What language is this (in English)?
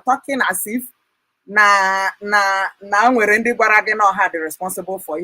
Igbo